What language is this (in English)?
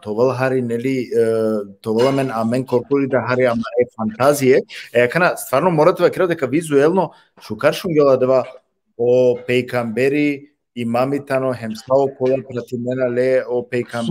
Balkan Romani